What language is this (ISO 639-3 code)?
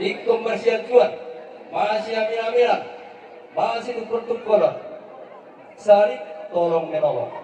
bbc